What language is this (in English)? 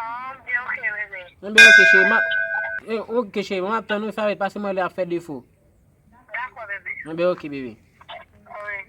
Haitian Creole